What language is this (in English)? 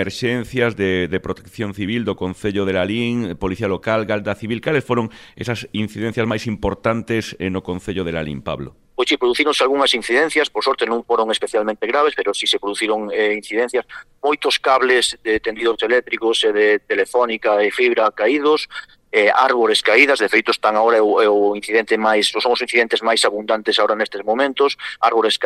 Galician